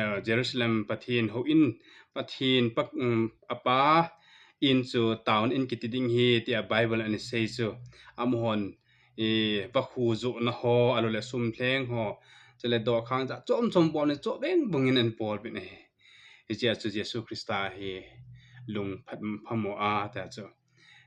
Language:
Thado Chin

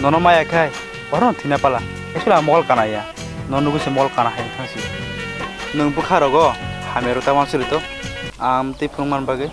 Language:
Kok Borok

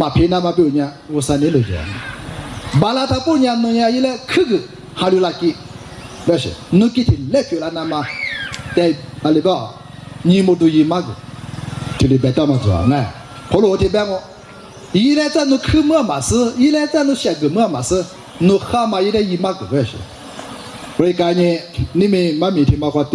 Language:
Lisu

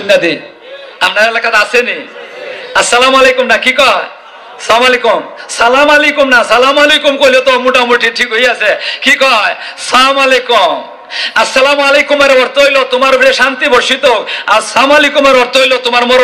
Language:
Sylheti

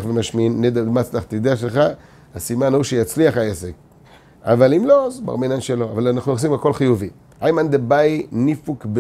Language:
Hebrew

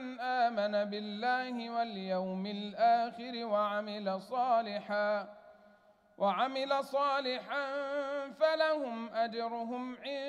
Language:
Arabic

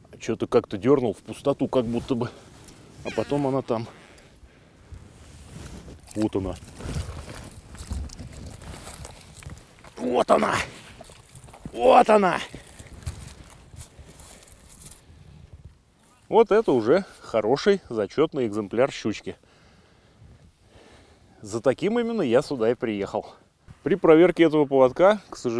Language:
Russian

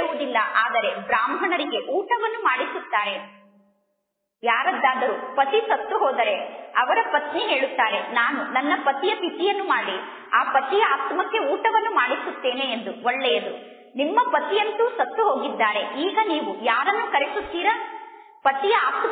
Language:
Kannada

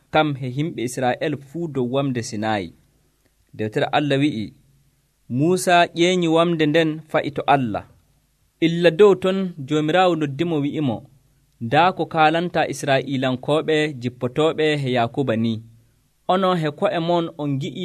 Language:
Nigerian Fulfulde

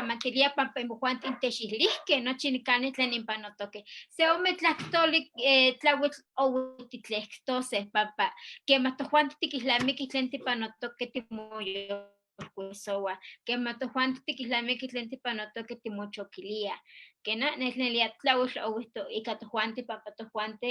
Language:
Eastern Huasteca Nahuatl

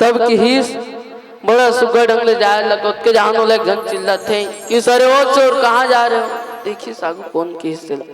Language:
Chhattisgarhi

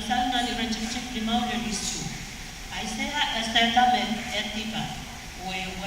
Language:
Pohnpeian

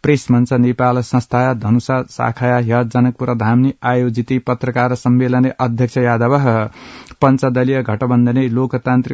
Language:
Sanskrit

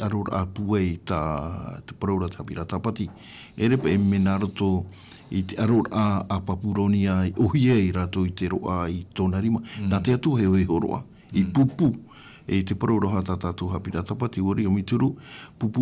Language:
Tahitian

